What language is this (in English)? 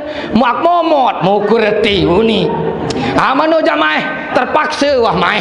Sasak